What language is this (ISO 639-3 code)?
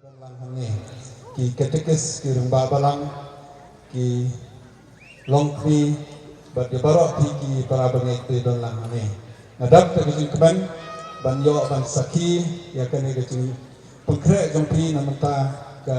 kha